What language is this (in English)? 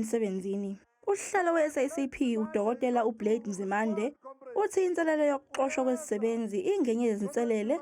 Zulu